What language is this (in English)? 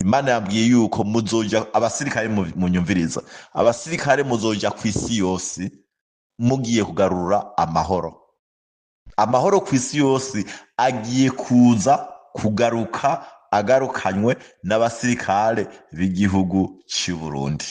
Rundi